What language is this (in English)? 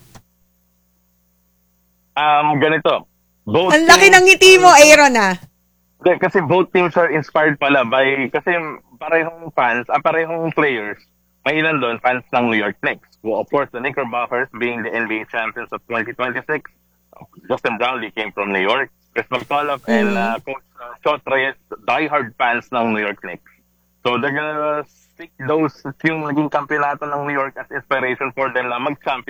Filipino